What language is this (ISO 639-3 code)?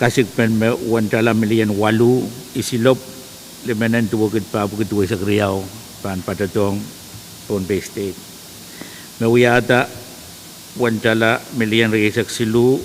pon